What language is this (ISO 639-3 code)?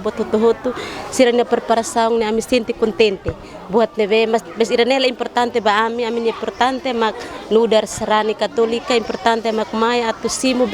tet